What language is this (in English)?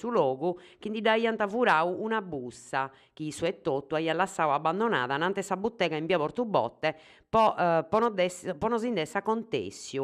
Sardinian